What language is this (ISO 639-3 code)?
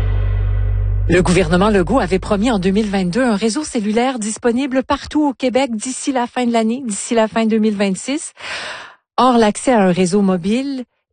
fra